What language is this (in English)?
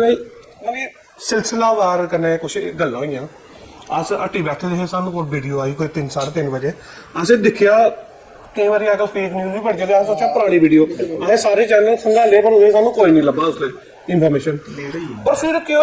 Dogri